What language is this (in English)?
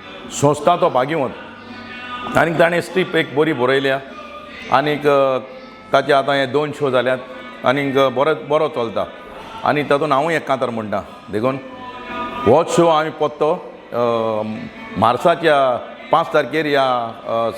Konkani